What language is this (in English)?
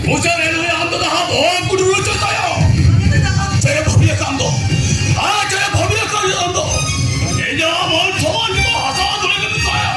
Santali